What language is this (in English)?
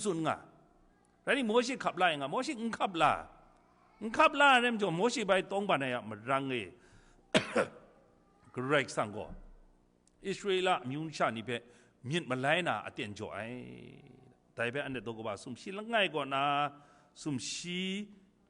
Kachin